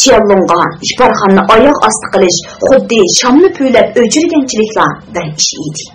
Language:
Uyghur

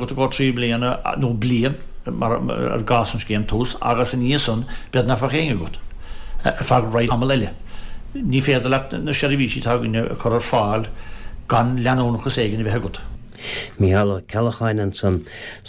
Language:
Irish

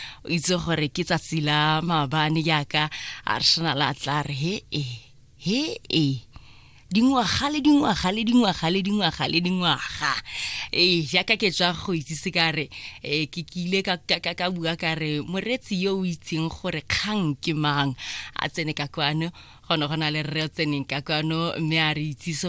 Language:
Tswana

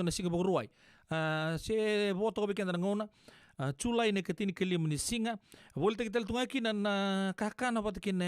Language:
Fijian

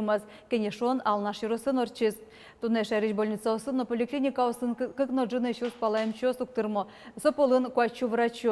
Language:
Udmurt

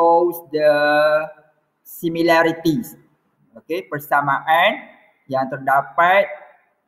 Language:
Malay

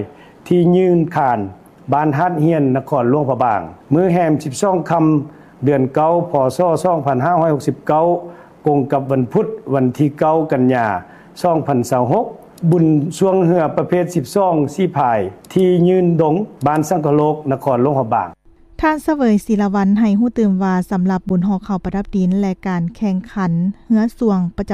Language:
Lao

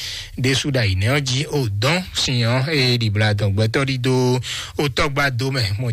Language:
Fon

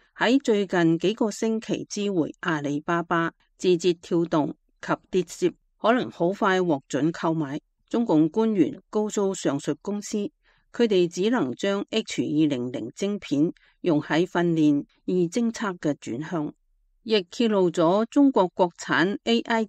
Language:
Cantonese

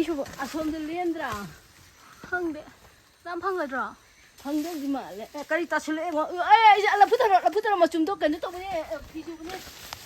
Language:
Manipuri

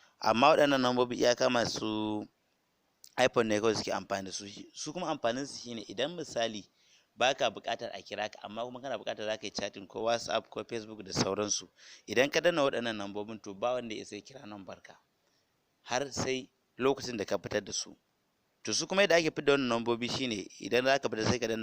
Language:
Hausa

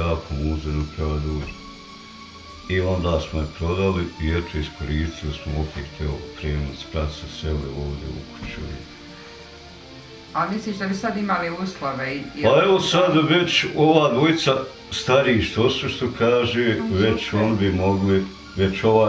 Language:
Bosnian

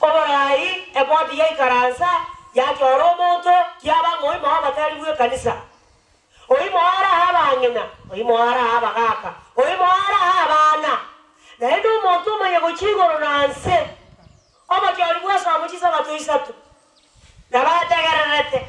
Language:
Gusii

